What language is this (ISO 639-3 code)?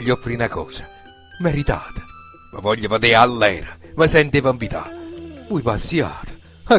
nap